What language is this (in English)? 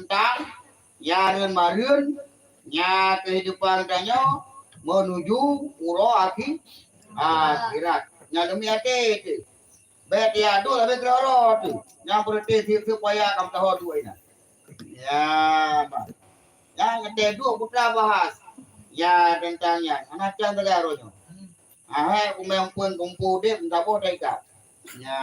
Achinese